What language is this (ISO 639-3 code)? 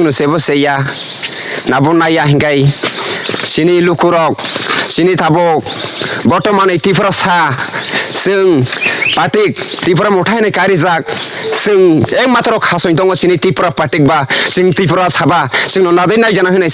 trp